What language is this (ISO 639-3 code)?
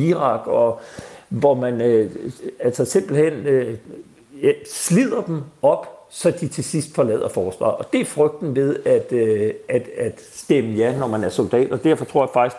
dan